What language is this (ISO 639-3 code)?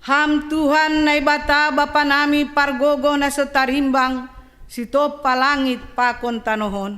bts